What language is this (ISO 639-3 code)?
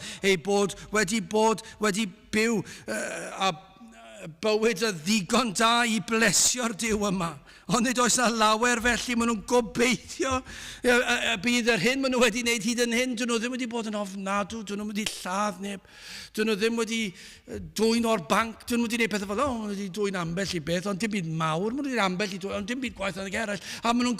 cym